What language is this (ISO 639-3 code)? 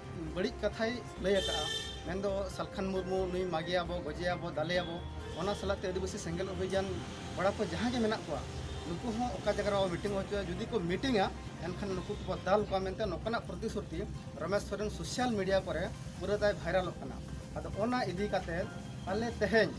sat